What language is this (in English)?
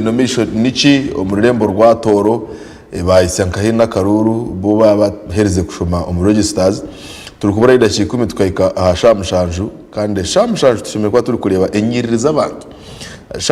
Nyankole